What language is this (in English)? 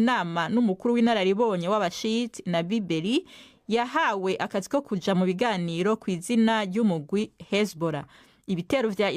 Rundi